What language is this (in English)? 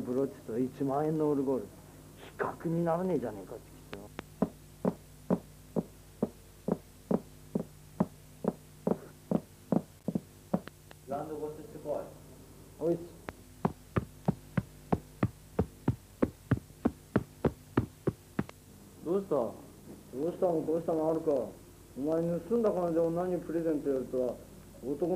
Japanese